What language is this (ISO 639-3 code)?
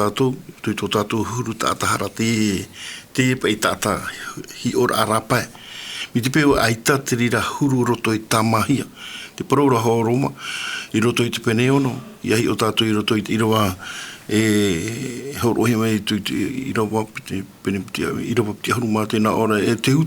tah